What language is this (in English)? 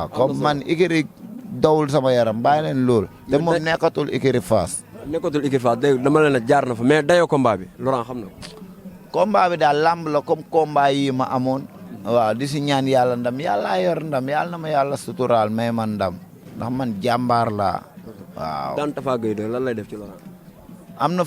Wolof